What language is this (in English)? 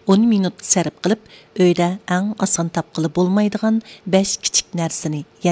Uyghur